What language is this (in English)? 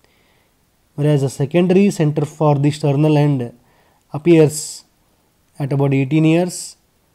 English